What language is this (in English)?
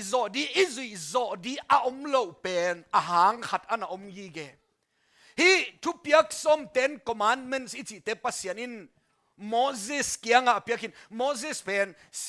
Tedim Chin